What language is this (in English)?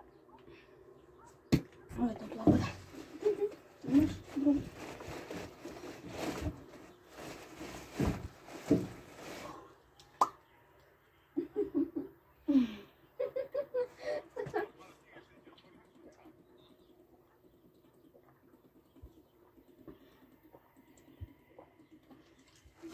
Croatian